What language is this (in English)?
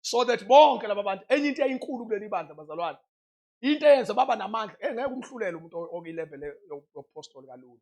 Zulu